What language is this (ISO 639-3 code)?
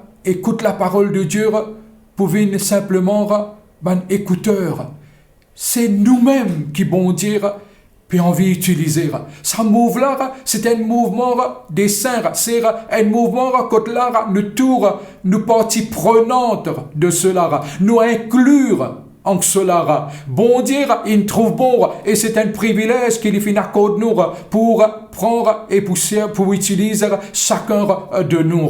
mfe